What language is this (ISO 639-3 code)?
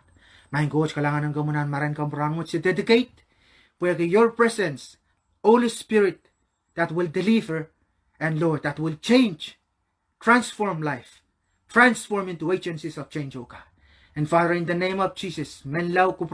pon